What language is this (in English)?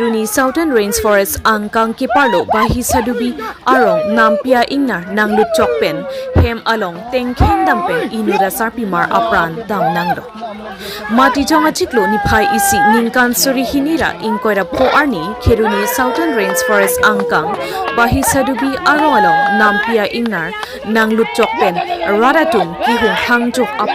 Karbi